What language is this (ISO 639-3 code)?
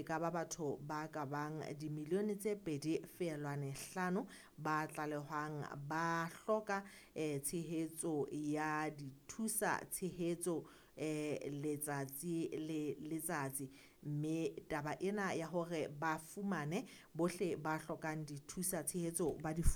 sot